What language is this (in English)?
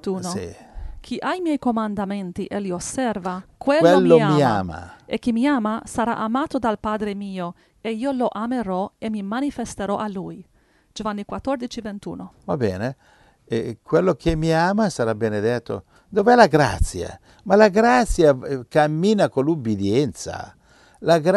Italian